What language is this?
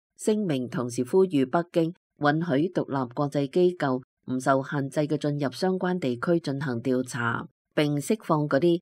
Cantonese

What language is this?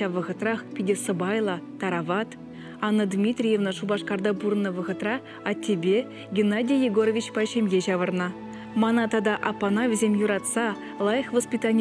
Chuvash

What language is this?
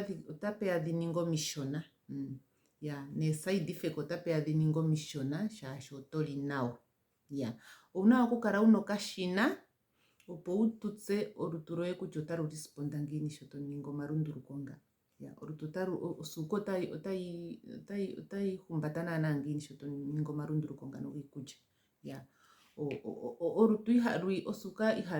Ndonga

